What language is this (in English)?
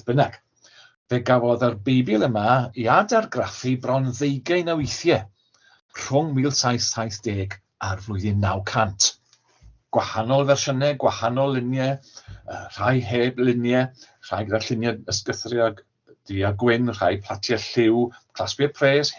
Welsh